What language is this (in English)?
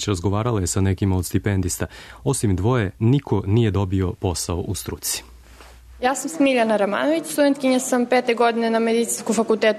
Serbian